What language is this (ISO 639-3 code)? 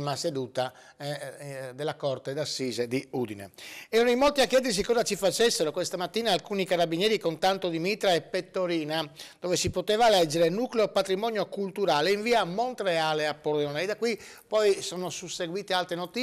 ita